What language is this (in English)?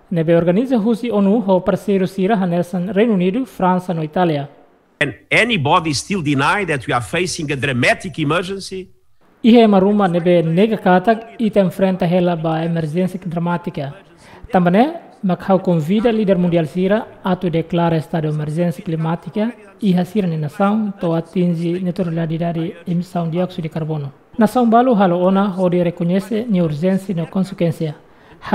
Tetum